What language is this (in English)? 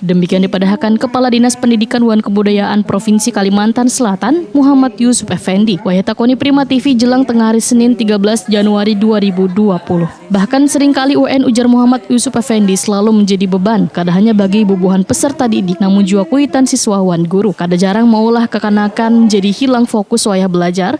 Banjar